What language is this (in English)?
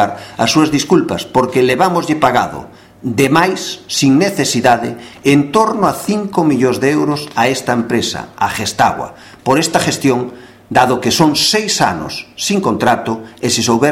Galician